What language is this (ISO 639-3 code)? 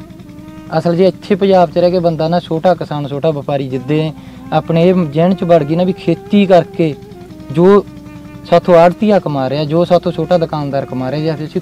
pan